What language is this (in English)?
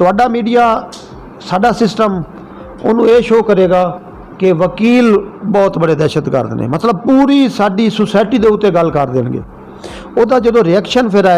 Saraiki